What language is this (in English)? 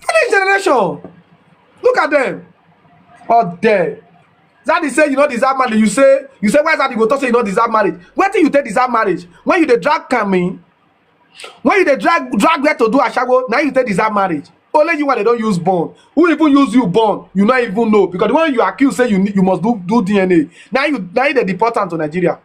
Nigerian Pidgin